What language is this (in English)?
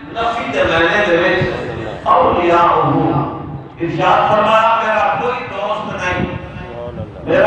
Saraiki